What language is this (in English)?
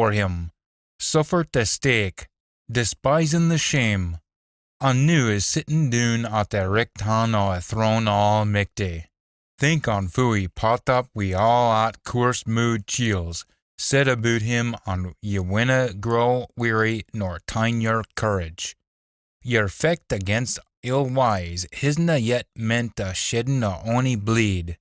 Scots